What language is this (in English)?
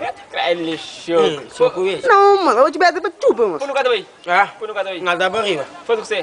Kabuverdianu